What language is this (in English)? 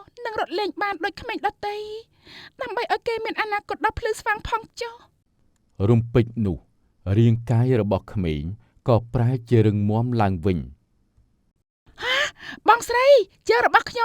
Khmer